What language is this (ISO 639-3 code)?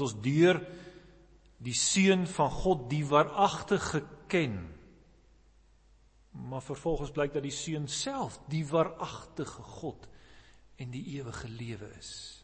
afr